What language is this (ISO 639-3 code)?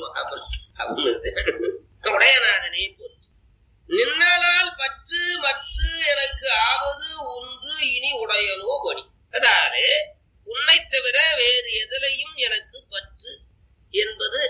tam